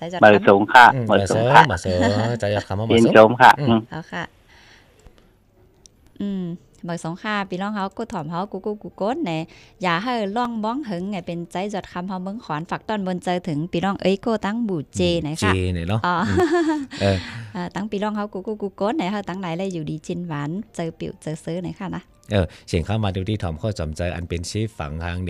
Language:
Thai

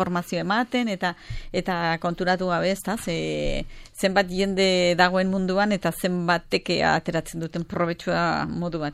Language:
Basque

